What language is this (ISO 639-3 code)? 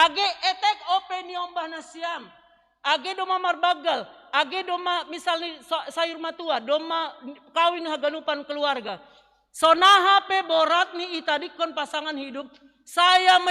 bts